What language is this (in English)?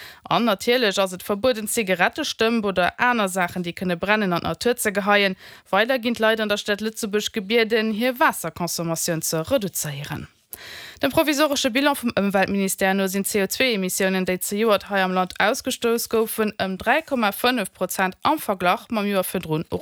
Luxembourgish